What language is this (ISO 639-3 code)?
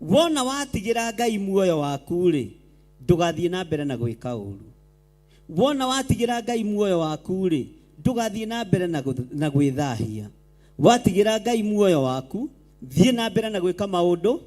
kik